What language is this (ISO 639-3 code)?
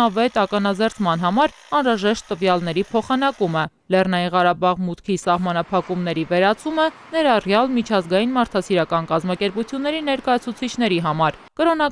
hye